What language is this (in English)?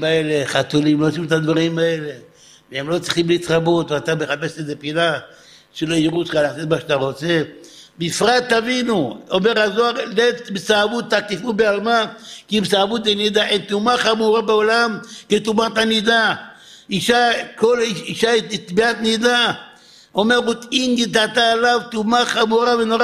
Hebrew